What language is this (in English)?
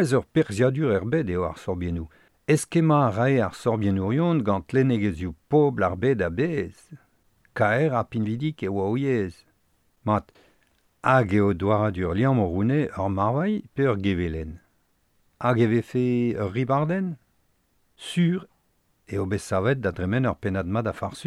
Breton